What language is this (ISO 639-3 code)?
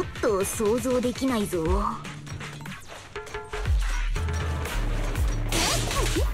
jpn